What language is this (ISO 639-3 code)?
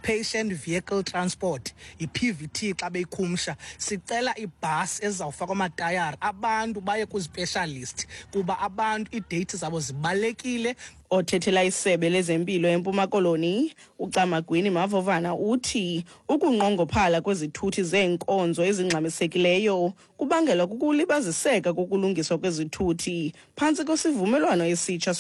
xho